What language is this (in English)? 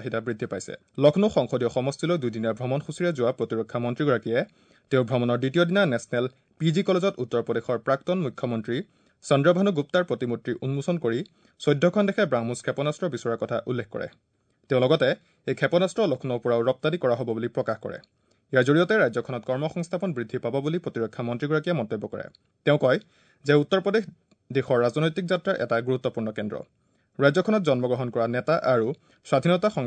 Assamese